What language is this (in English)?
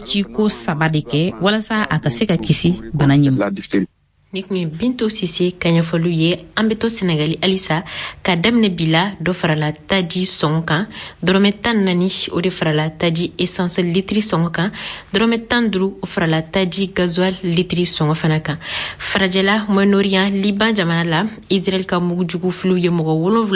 Bambara